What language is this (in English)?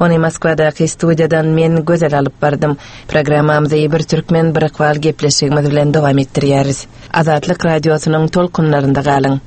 Turkmen